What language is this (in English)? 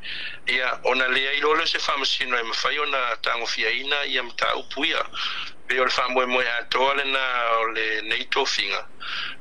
Samoan